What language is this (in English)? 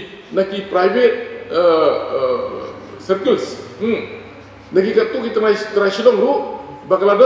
Khasi